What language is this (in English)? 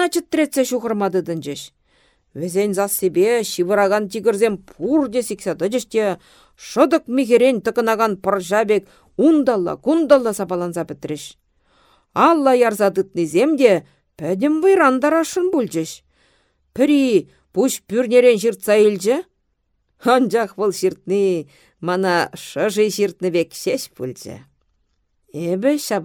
Chuvash